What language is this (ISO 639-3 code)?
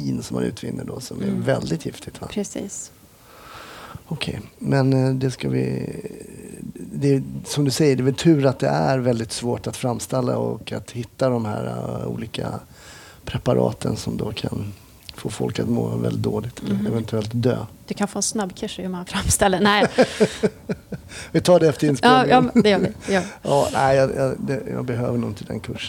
swe